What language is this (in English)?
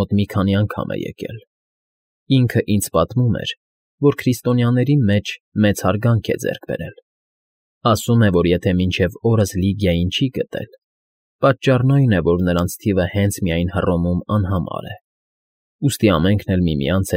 Armenian